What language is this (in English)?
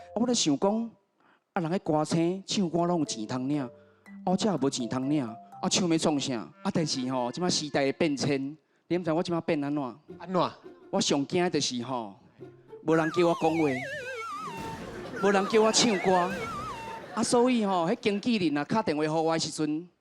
Min Nan Chinese